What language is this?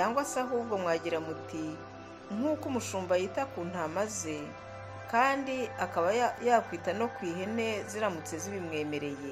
Kinyarwanda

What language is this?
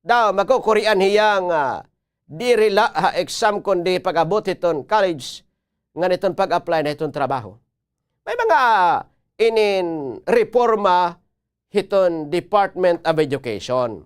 Waray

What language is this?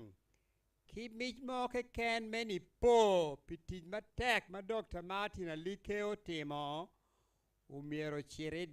Acoli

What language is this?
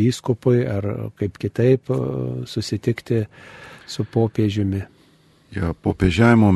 Lithuanian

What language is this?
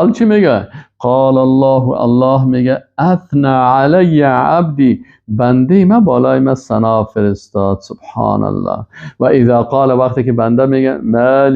Persian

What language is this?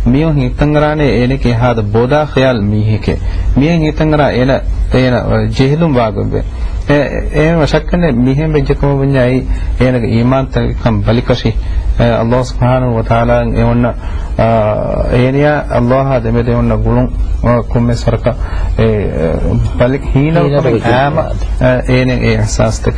Divehi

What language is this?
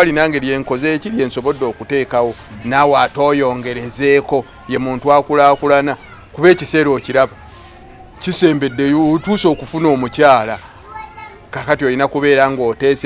Ganda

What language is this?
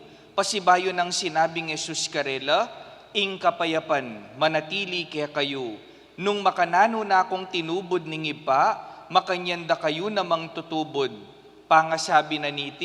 Pampanga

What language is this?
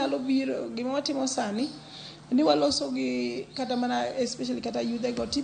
Luo (Kenya and Tanzania)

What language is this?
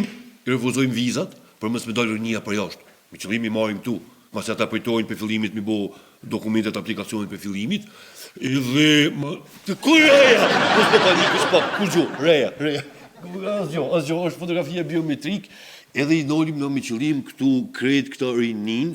Albanian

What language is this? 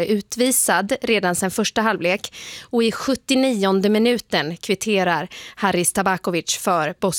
Swedish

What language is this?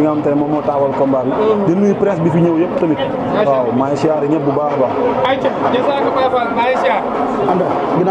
Wolof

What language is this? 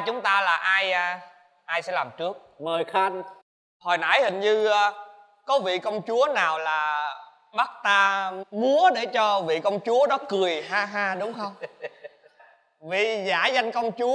Vietnamese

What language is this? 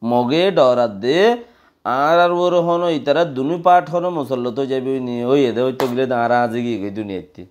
Rohingya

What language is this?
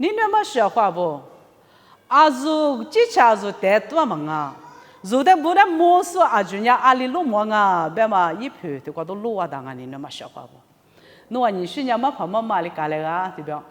Lisu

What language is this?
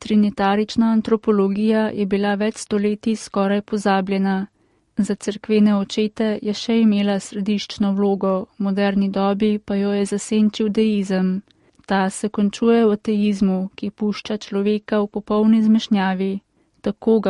Slovenian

